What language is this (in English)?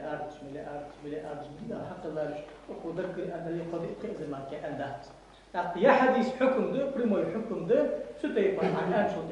Ingush